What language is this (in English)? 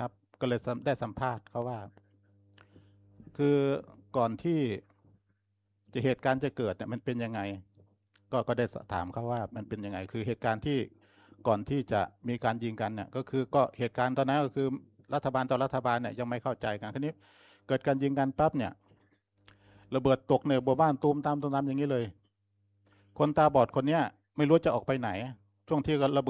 Thai